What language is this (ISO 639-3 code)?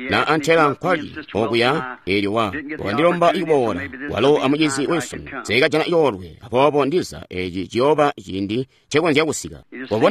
toi